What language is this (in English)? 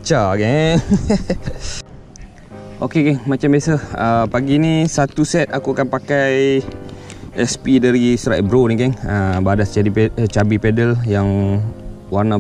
Malay